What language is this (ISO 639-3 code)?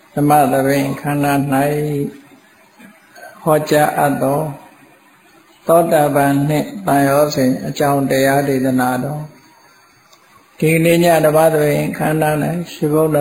mya